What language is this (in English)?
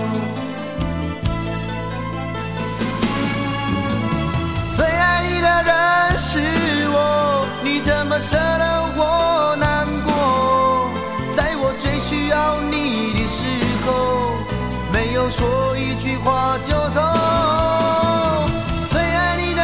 Chinese